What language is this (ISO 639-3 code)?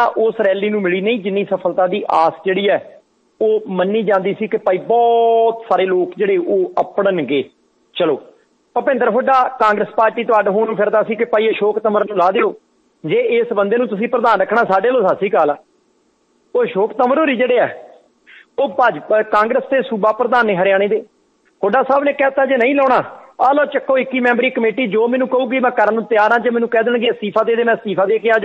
pan